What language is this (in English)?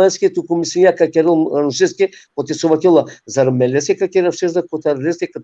Balkan Romani